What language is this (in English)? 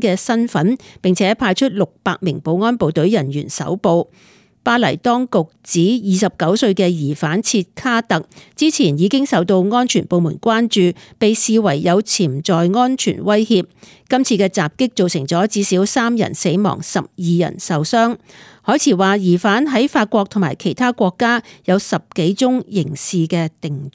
Cantonese